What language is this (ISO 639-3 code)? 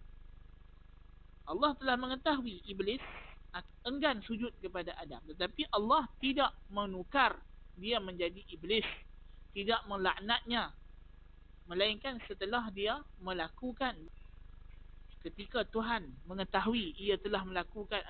msa